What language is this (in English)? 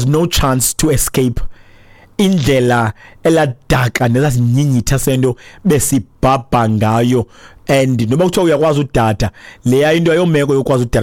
Xhosa